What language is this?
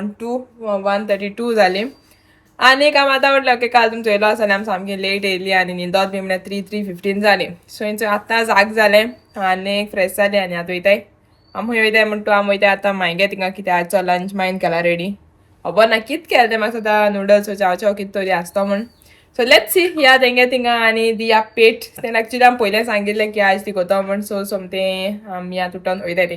Konkani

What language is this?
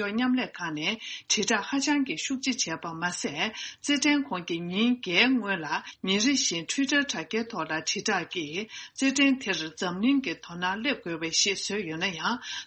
Tibetan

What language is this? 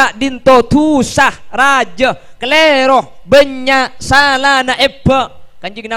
Madurese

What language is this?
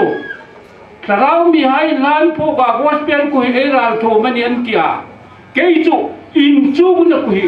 Hmar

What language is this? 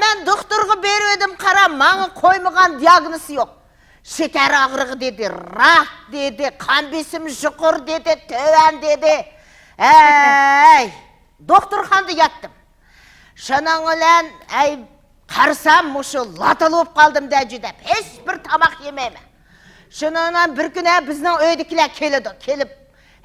Uyghur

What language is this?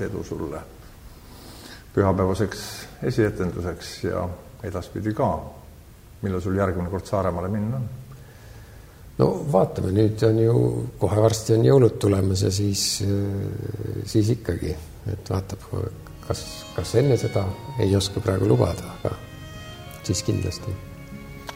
Estonian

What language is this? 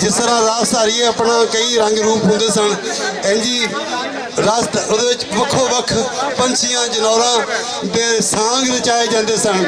Western Panjabi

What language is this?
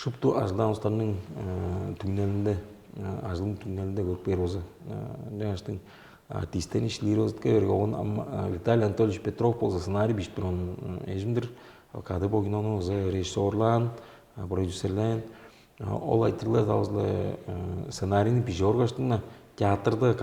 Tuvinian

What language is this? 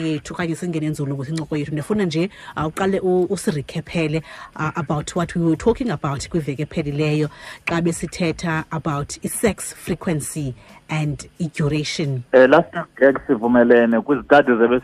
Xhosa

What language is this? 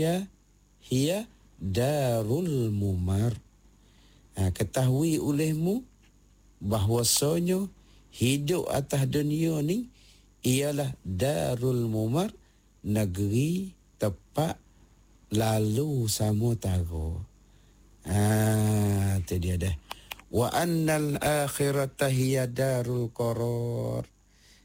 Malay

